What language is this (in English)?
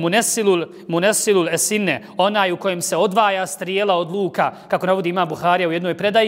Bosnian